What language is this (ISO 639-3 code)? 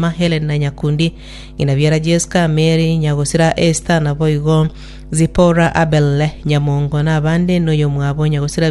guz